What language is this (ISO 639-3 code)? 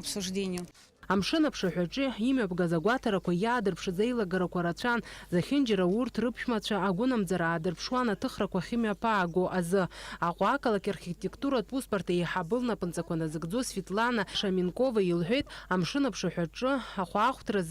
abk